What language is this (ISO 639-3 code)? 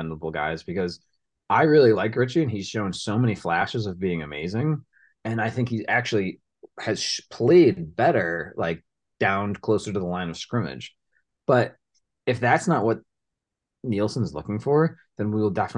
eng